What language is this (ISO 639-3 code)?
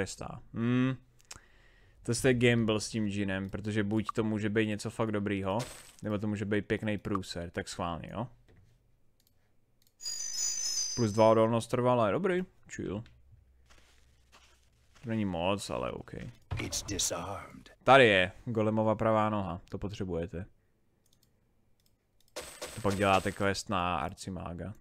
ces